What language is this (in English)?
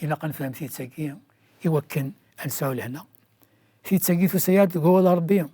Kabyle